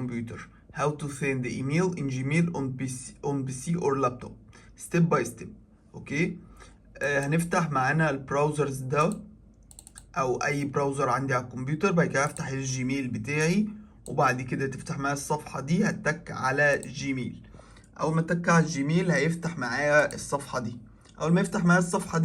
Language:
Egyptian Arabic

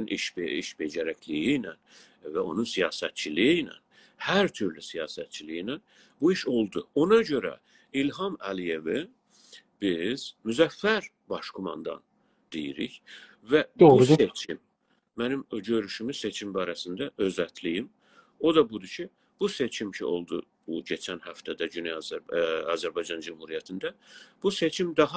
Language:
South Azerbaijani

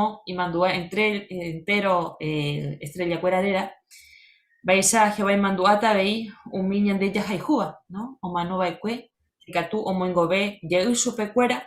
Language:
Guarani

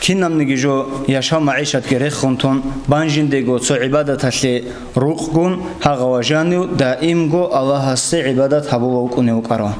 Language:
Avaric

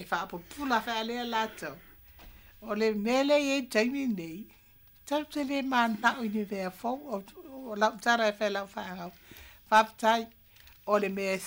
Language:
Samoan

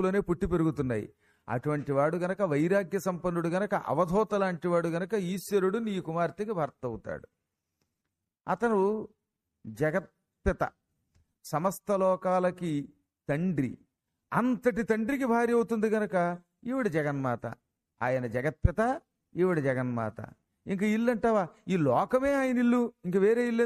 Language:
Telugu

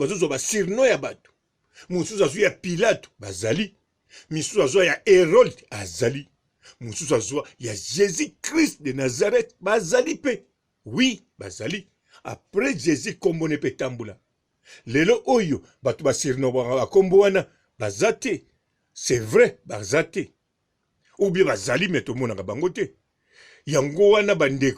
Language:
Lingala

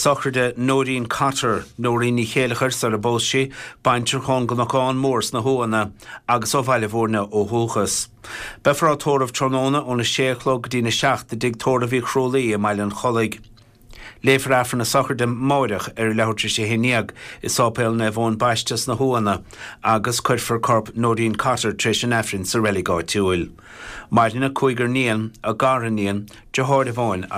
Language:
Irish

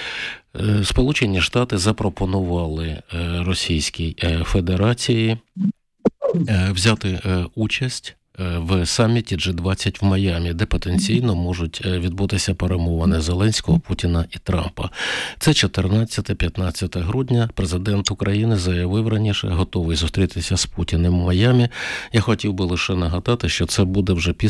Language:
Ukrainian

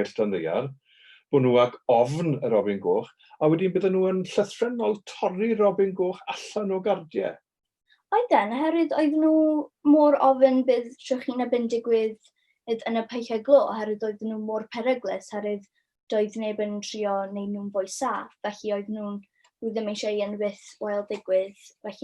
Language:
Welsh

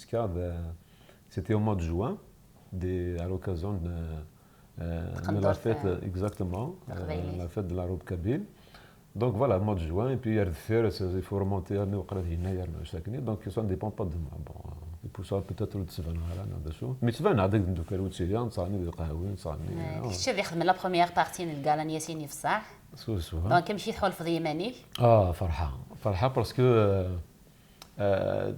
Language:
Kabyle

